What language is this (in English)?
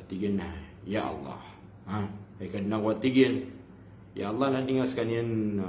Maranao